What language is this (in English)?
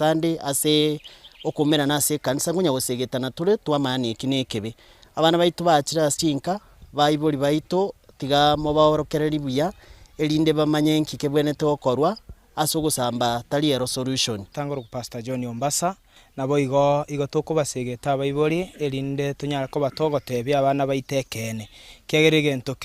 Gusii